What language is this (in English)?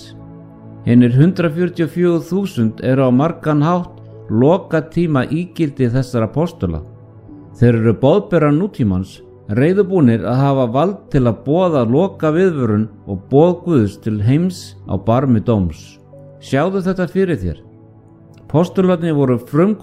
Icelandic